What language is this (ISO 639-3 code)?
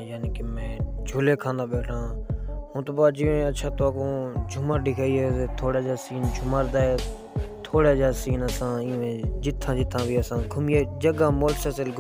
skr